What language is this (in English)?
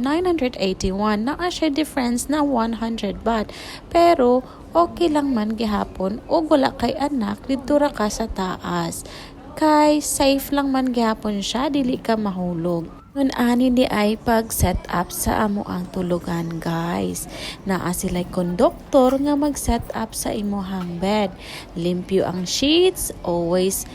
Cebuano